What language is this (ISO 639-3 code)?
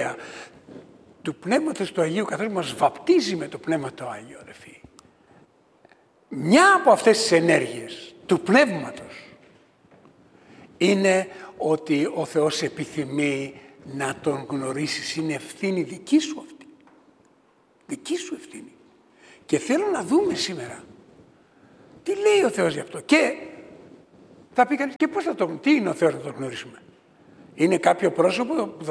ell